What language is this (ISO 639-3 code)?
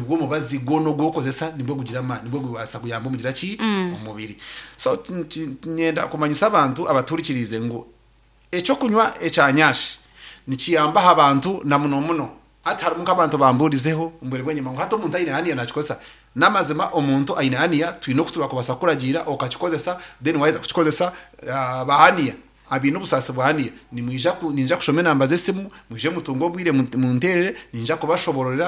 nyn